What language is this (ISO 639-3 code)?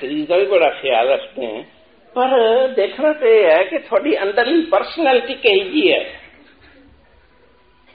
pan